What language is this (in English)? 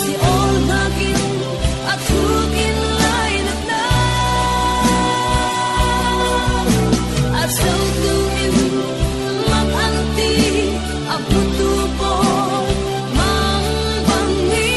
Falam Chin